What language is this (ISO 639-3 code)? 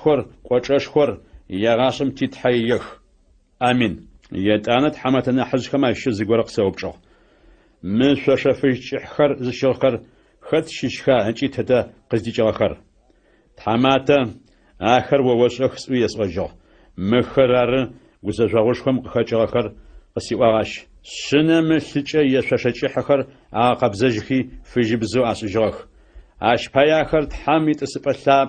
ady